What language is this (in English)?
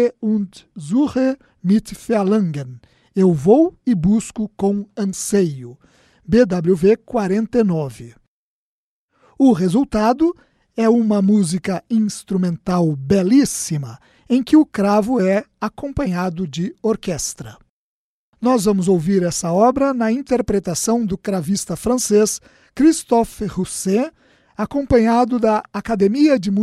Portuguese